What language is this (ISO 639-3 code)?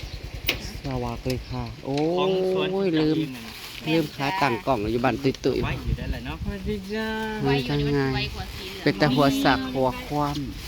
tts